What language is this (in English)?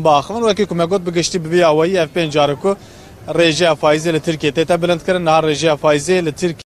Kurdish